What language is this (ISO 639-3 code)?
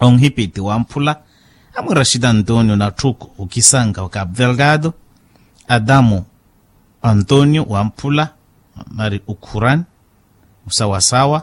vmw